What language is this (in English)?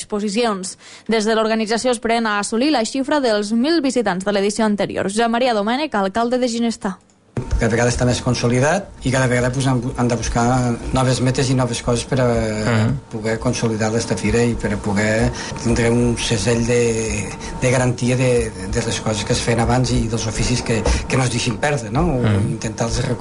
Catalan